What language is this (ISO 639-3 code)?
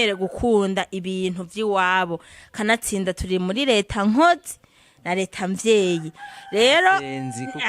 run